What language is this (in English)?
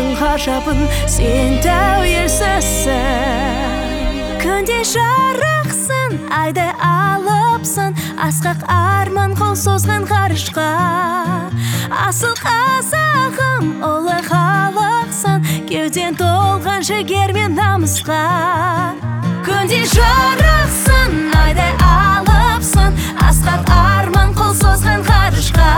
Kazakh